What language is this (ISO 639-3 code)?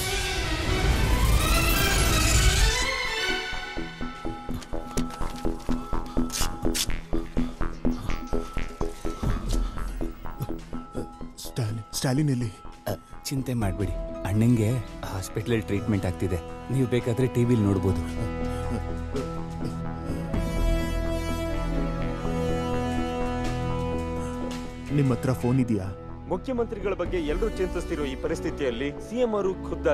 kan